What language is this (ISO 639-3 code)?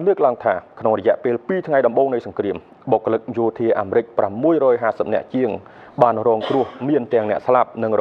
khm